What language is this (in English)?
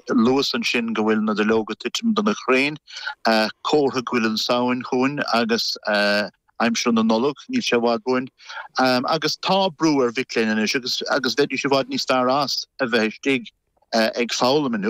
Irish